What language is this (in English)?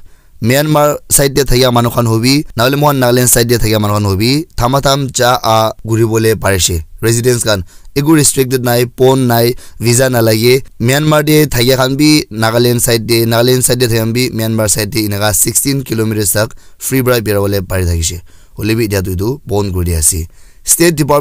Naga Pidgin